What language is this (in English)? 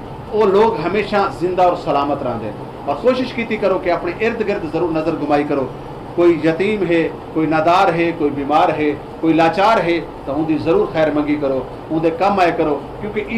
Saraiki